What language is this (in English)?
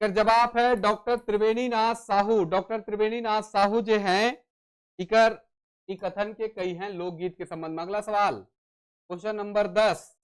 Sadri